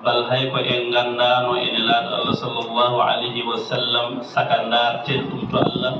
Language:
Fula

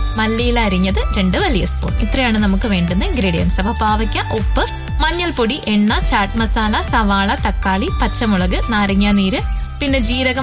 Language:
Malayalam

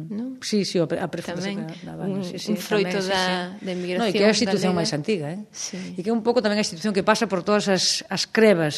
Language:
Galician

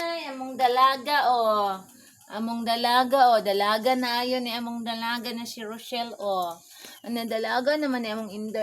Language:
Cebuano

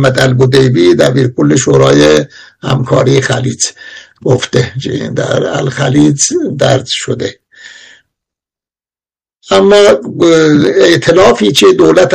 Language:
Persian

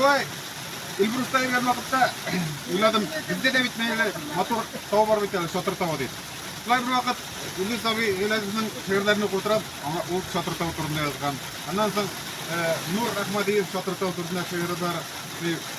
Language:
Tatar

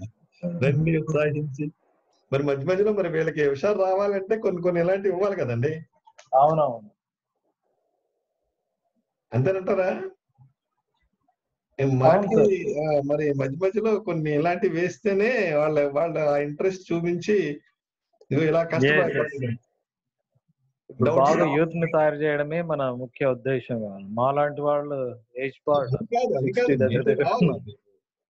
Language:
Telugu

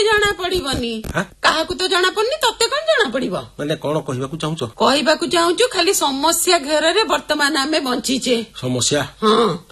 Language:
Odia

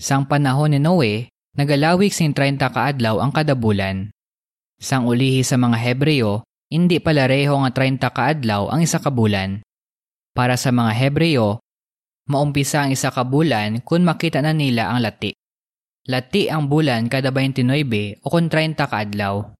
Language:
Hiligaynon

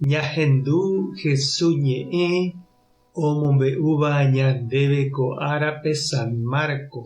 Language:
Guarani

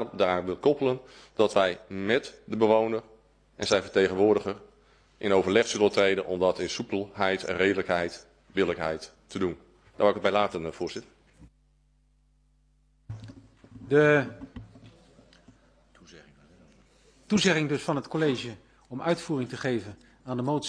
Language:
Dutch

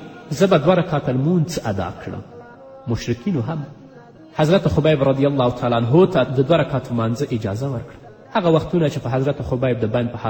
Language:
Pashto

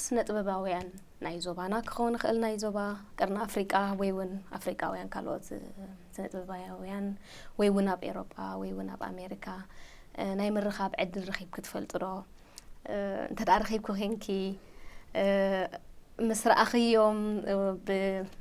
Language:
Tigrinya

